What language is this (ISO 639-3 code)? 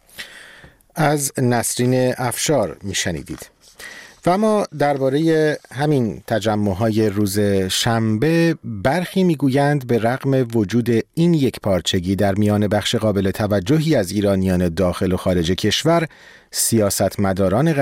fas